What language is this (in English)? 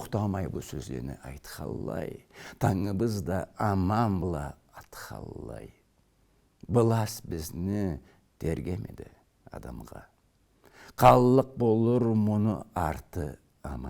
Karachay-Balkar